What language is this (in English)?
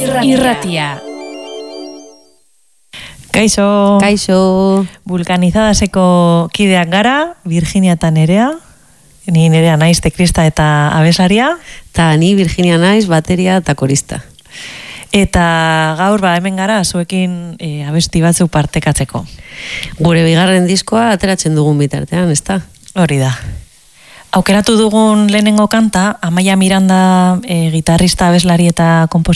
Basque